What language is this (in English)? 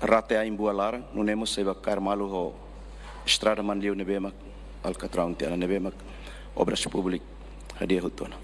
Tetum